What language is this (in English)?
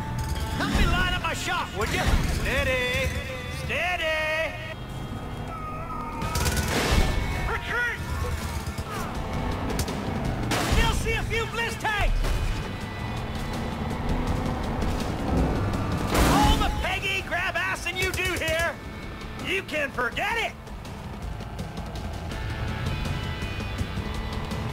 English